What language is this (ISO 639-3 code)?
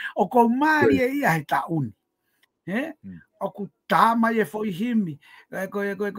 ton